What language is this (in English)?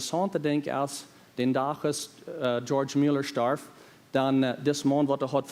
Plautdietsch